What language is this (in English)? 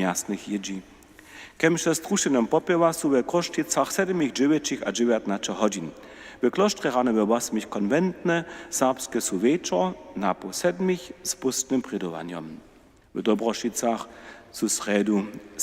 Upper Sorbian